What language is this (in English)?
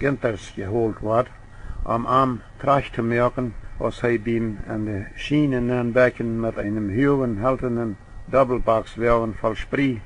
Plautdietsch